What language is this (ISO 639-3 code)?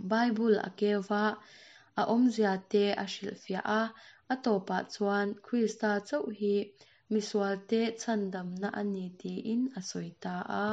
lus